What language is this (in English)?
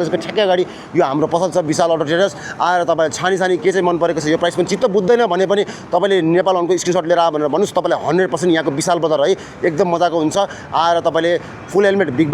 Nepali